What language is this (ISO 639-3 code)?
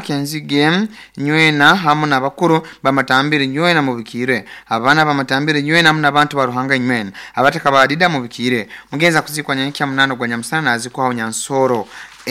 nyo